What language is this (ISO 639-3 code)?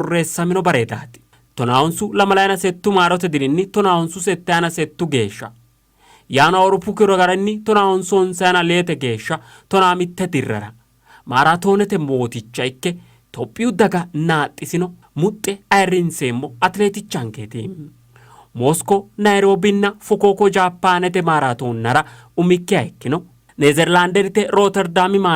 sid